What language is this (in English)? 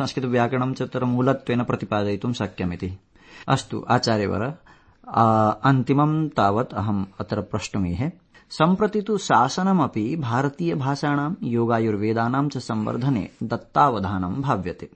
Sanskrit